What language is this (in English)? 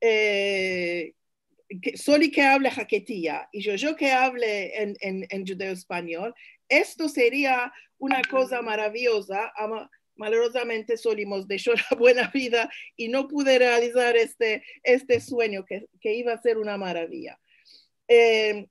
Ladino